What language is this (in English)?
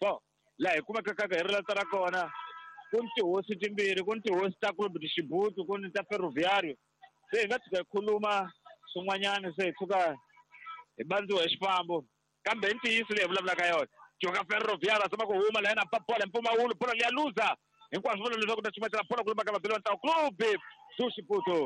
Tsonga